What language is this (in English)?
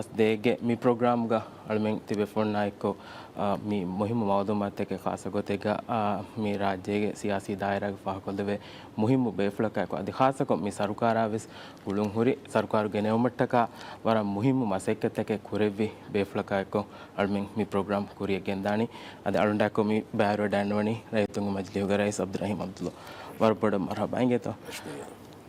Divehi